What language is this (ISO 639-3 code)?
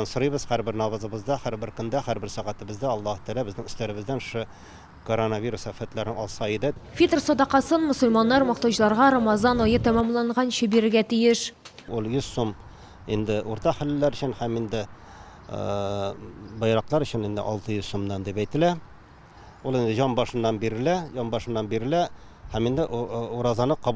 tat